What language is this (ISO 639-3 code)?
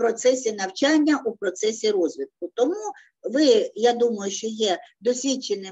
ukr